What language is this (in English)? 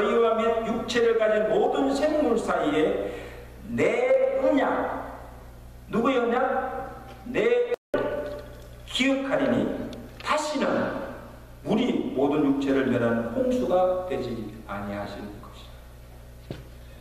Korean